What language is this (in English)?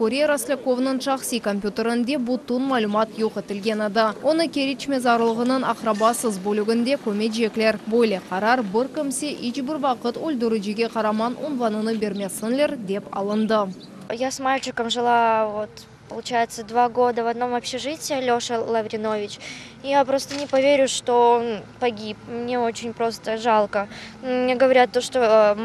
Crimean Tatar